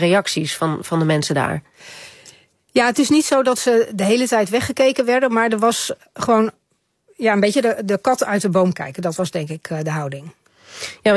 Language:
Dutch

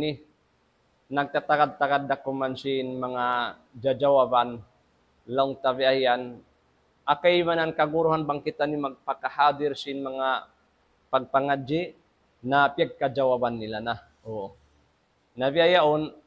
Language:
Tausug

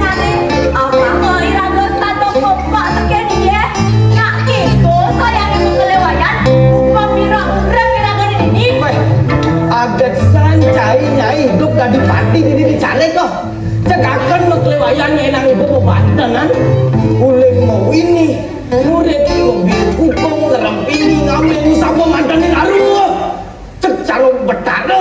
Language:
Balinese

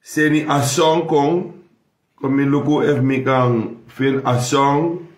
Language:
Sranan Tongo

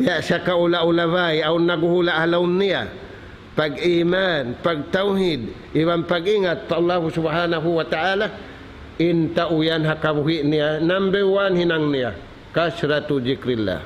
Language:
Tausug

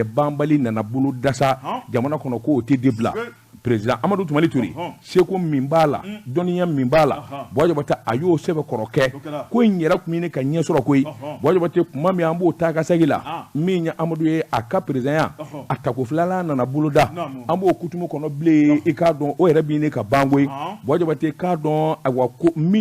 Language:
Bambara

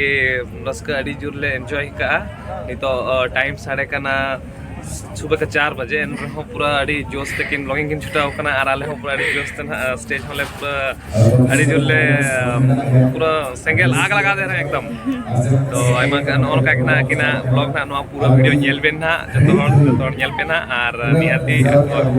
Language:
Santali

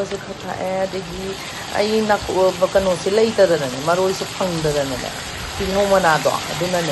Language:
Manipuri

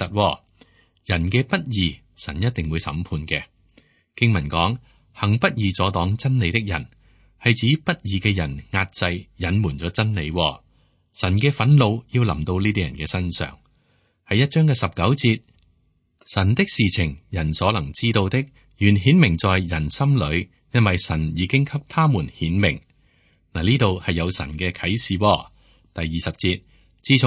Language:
Cantonese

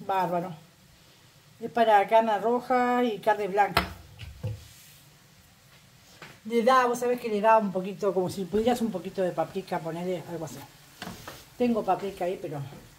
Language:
Spanish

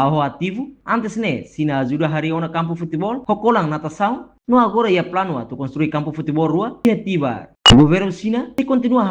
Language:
Tetum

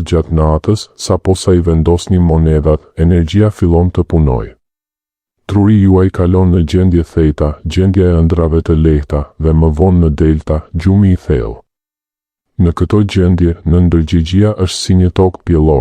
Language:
Albanian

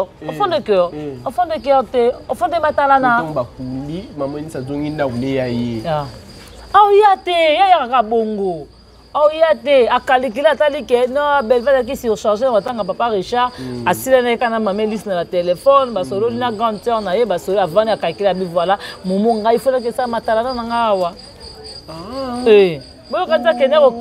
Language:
Lingala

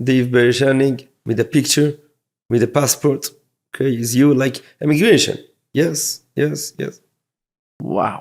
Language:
Yiddish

